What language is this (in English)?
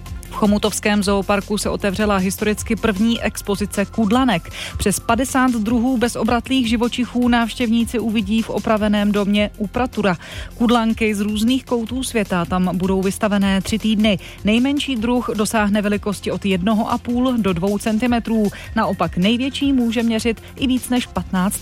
Czech